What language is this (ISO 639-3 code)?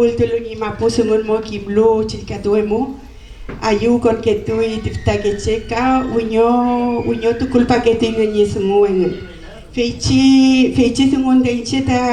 arn